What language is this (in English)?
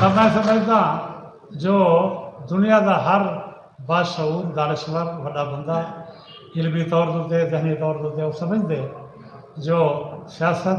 Saraiki